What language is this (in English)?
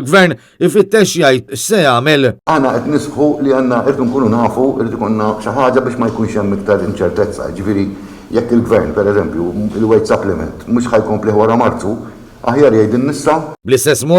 Maltese